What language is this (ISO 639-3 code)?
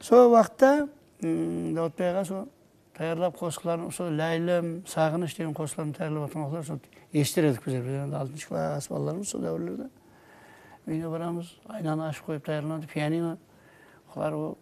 kaa